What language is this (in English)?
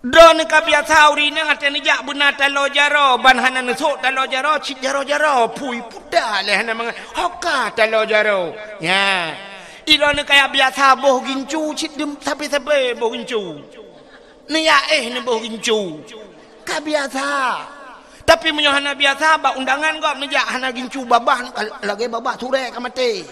Achinese